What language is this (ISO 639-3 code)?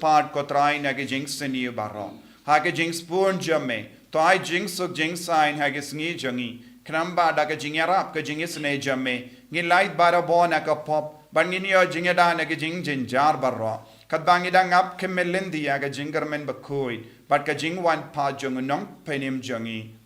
kha